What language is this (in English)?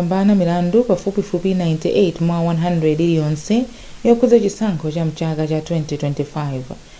Nyanja